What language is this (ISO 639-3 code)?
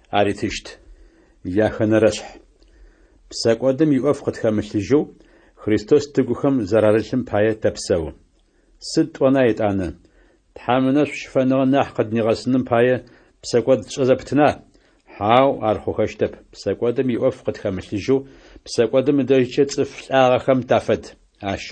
ady